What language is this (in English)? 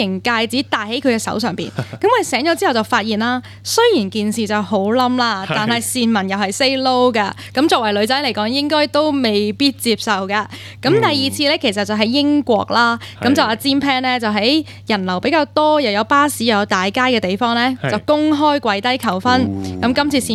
Cantonese